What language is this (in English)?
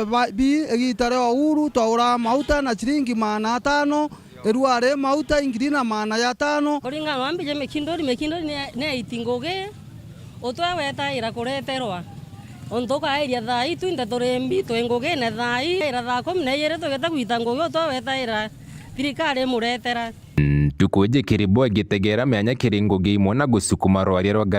Meru